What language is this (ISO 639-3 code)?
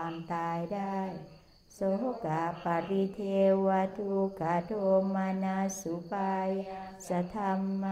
tha